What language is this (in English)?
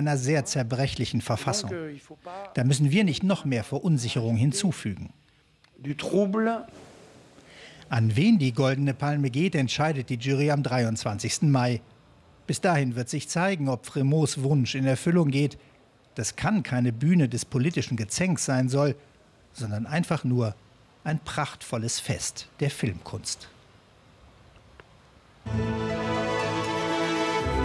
German